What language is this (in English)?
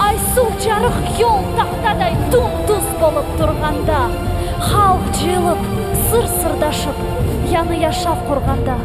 Crimean Tatar